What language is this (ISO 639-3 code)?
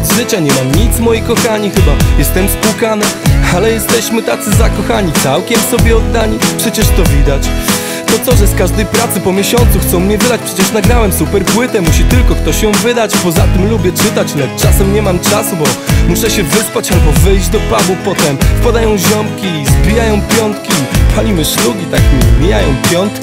pol